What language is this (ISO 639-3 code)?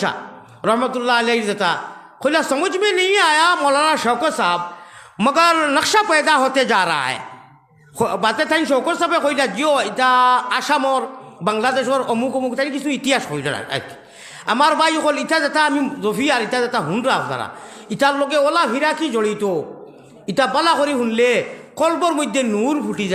syl